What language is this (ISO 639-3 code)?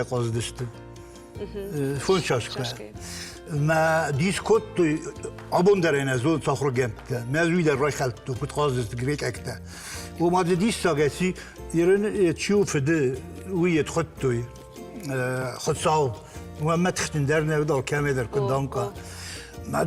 oss